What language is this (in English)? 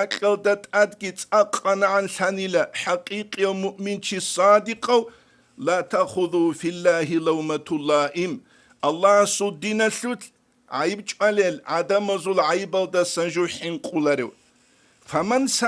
Avaric